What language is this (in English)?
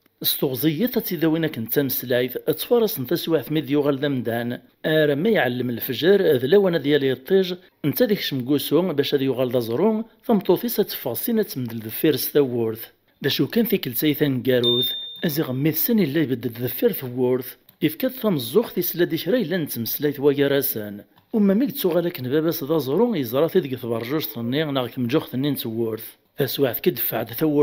Kabyle